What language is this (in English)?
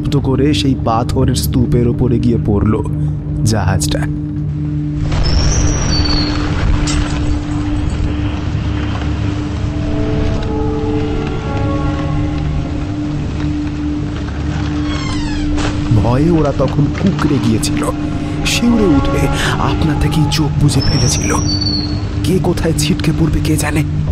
Bangla